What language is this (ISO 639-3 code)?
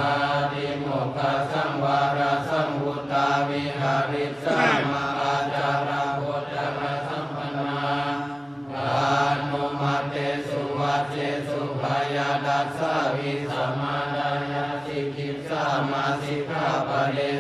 pli